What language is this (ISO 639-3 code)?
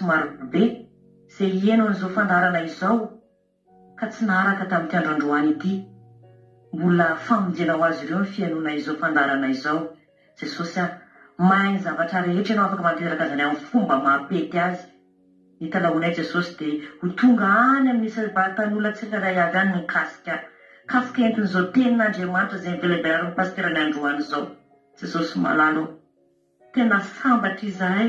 mlg